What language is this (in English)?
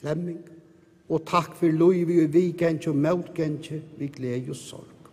Faroese